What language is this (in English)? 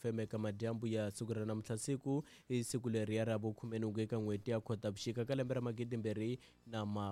Tsonga